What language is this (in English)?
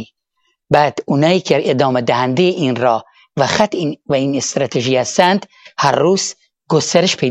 Persian